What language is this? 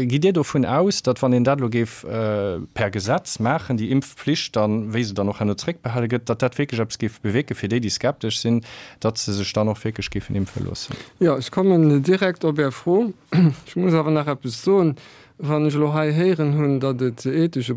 Luxembourgish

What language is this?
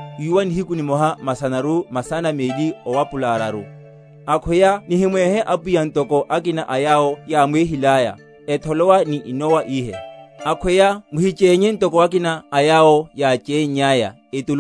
Makhuwa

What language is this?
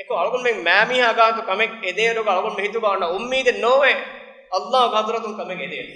Divehi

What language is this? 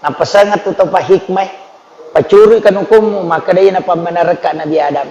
Buginese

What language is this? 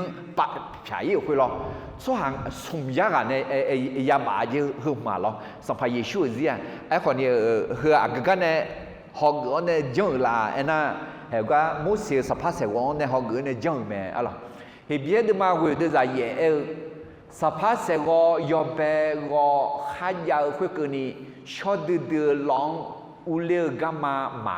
Akha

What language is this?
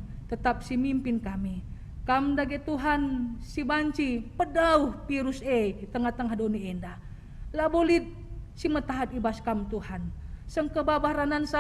Batak Karo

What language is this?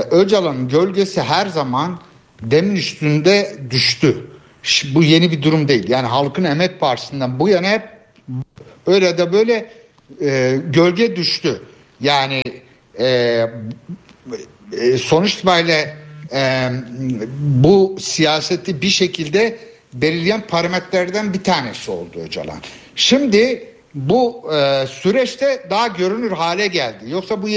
Turkish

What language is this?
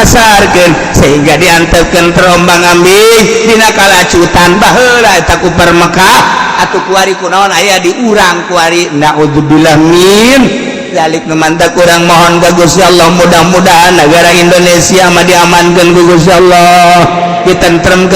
Sundanese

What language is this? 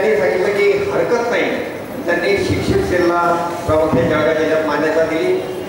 Marathi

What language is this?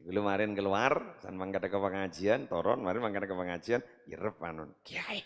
Madurese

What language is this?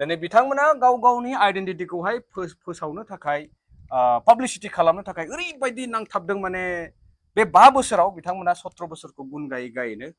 Bodo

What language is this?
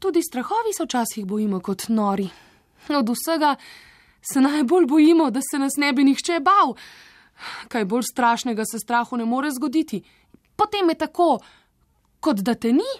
Slovenian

